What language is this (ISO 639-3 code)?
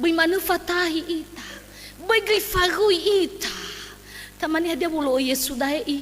nia